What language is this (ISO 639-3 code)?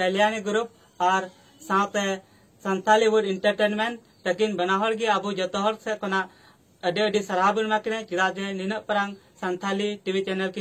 sat